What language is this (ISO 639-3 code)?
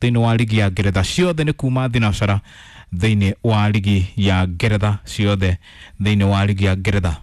kik